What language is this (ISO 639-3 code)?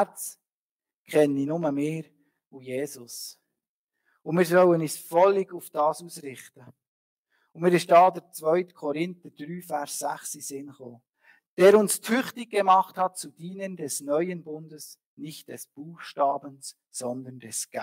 gsw